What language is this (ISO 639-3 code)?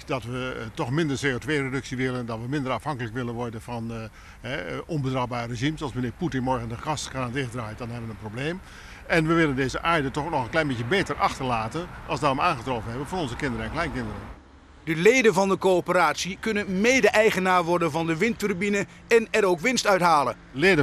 nld